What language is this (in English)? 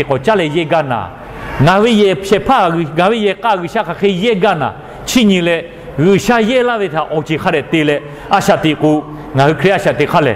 Lahu